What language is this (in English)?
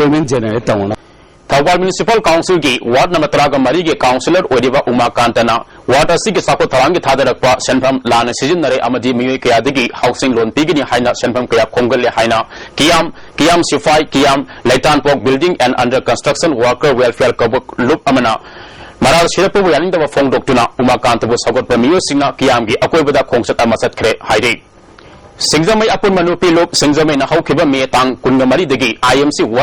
Manipuri